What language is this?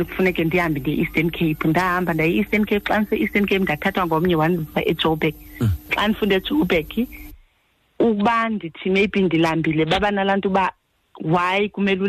Xhosa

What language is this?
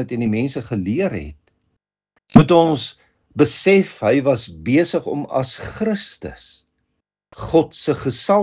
Afrikaans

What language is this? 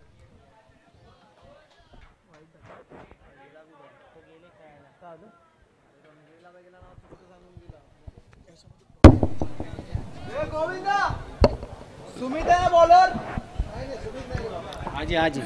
Marathi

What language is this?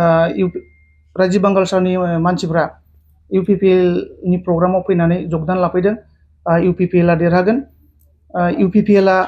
Bodo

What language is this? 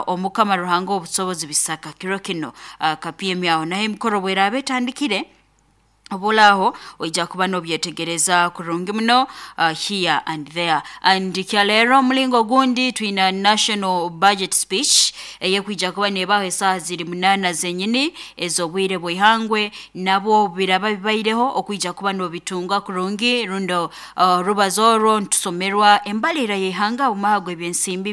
Nyoro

